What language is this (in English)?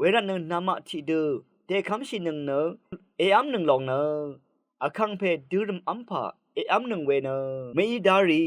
Rawang